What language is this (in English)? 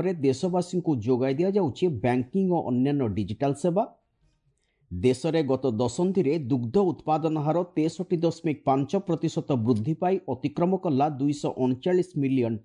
Odia